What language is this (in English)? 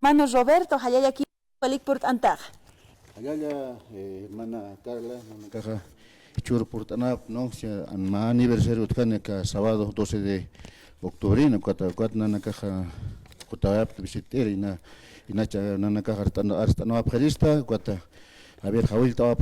Aymara